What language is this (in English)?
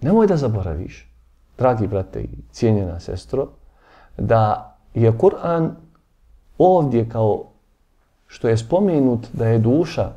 Bosnian